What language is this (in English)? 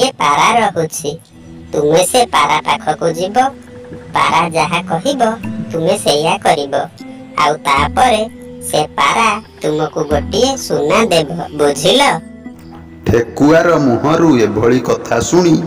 Odia